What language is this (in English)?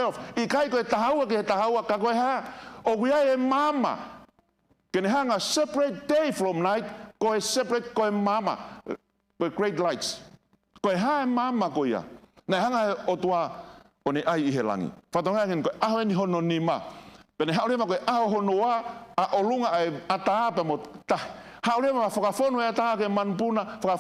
Tongan